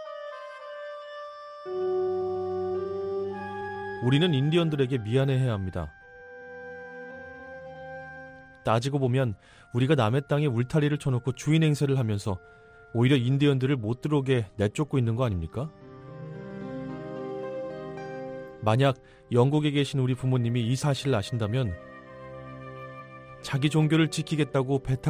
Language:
Korean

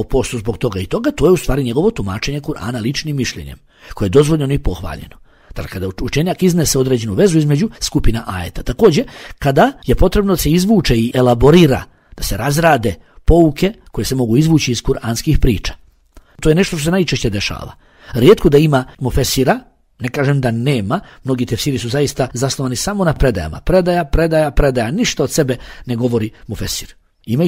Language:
Bosnian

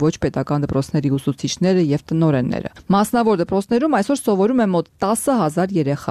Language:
Armenian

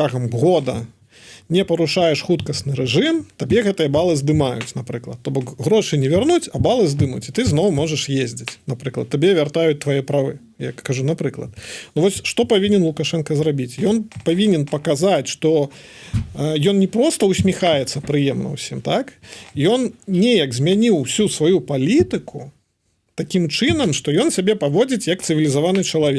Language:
Belarusian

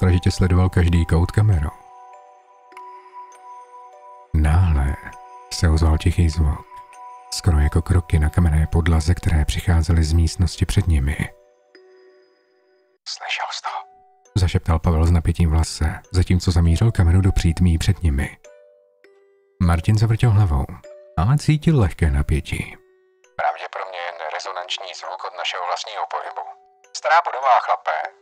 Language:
Czech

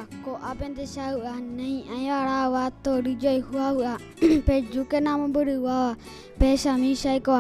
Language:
Guarani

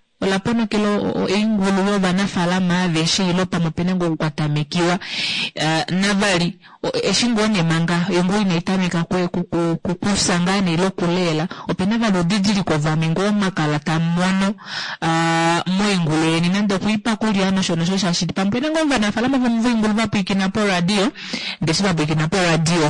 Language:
Kuanyama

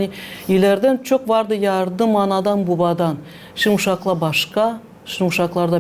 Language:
Gagauz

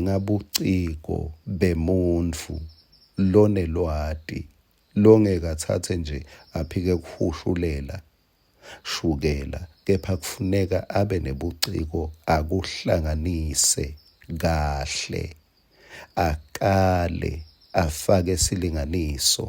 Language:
Swati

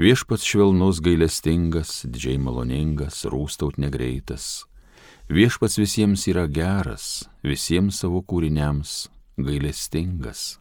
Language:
Lithuanian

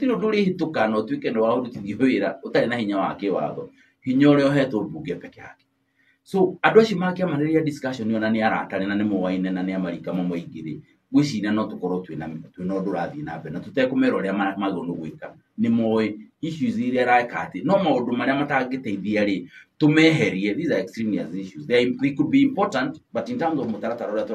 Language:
Kikuyu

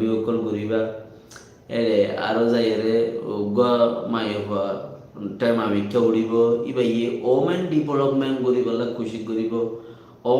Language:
Rohingya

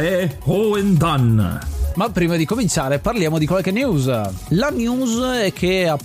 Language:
Italian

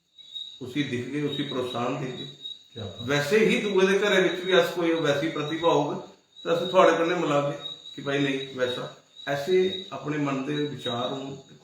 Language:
Dogri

